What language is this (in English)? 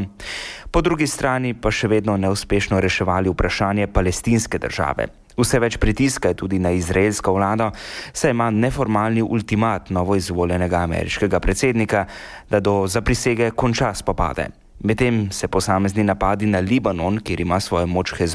Slovenian